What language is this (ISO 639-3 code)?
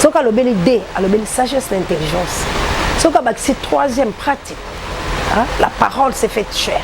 lin